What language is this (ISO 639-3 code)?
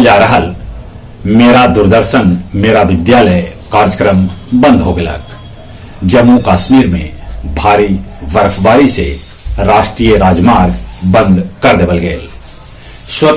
mag